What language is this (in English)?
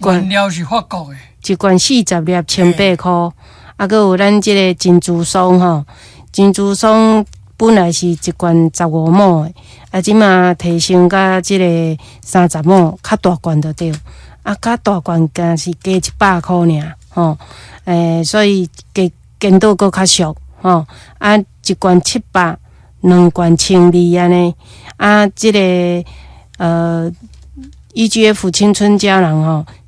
Min Nan Chinese